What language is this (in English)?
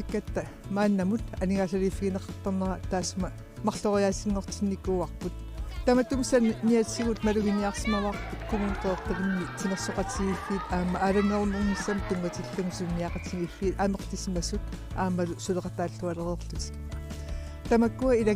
Kalaallisut